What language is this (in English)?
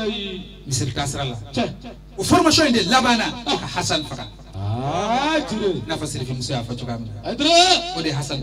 Bambara